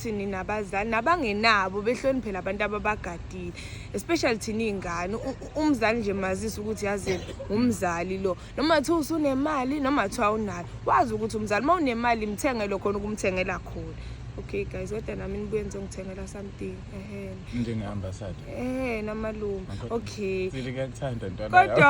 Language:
Zulu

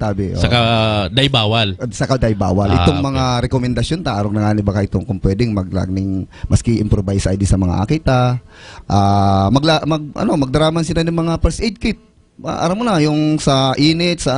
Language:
Bikol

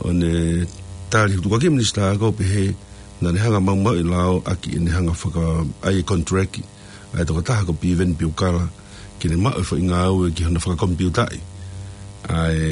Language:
Tongan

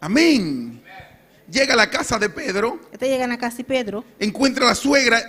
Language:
Papiamento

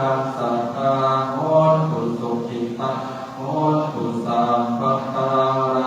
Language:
Pali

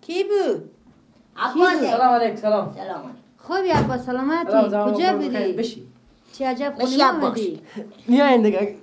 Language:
Persian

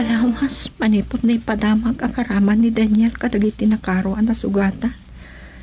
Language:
Iloko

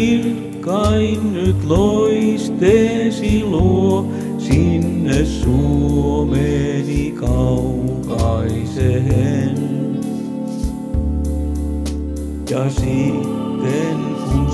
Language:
Finnish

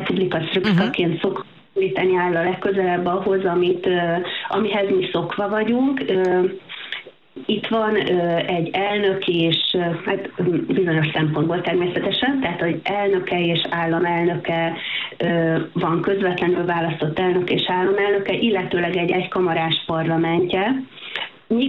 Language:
Hungarian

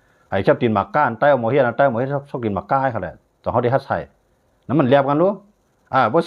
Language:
Shan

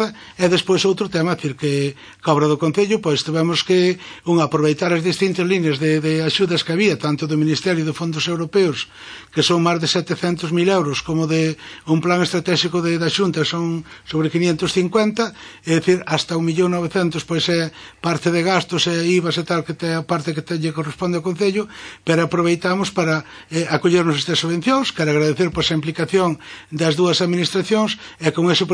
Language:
Galician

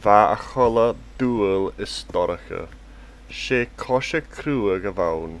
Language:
Scottish Gaelic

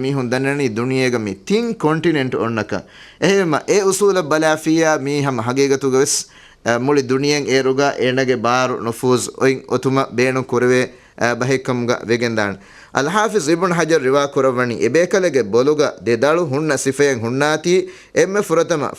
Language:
Divehi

